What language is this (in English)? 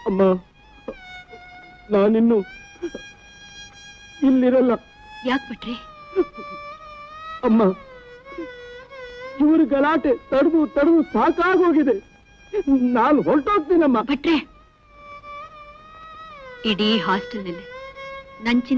Kannada